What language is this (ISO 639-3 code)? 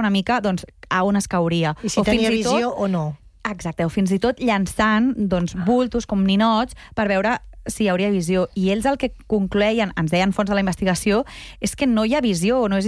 cat